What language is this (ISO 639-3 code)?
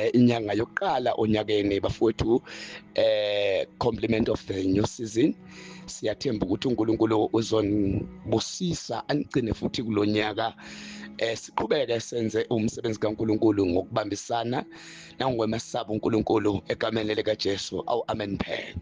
zul